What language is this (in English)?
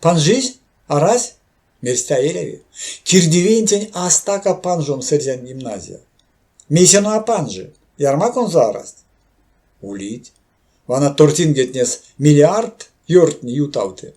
Erzya